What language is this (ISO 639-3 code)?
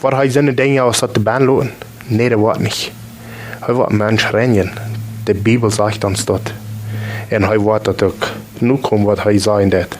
pdt